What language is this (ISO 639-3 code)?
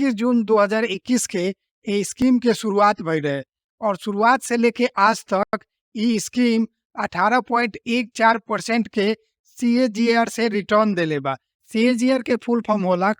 bho